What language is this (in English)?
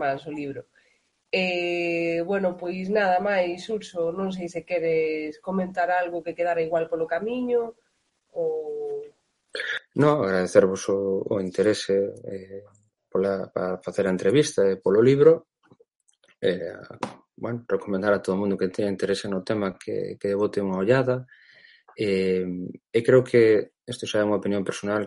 Galician